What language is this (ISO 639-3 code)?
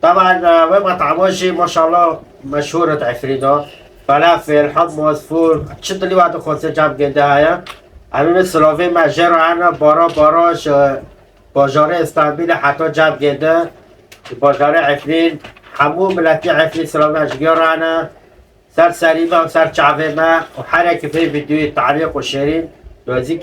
kur